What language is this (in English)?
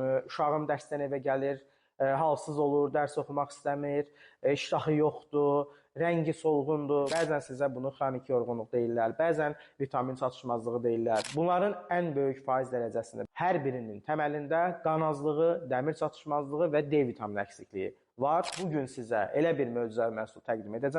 Azerbaijani